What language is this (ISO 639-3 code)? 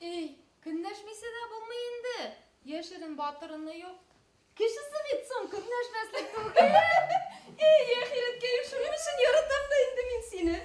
bak